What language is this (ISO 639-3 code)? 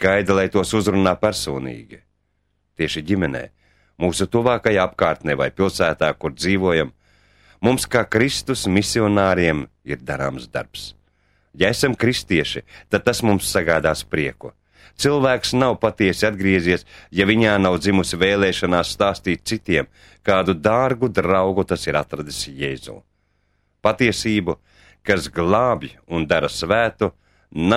lav